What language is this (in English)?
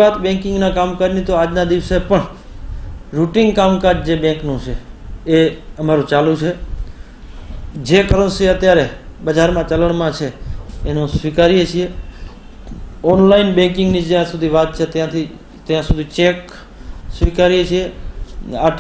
Gujarati